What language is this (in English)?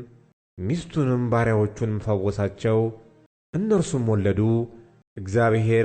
Amharic